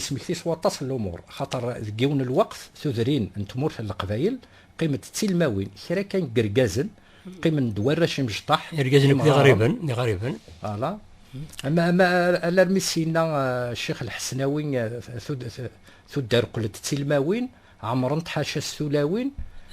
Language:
Kabyle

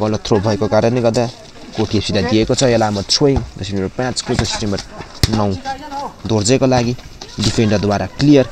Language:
Nepali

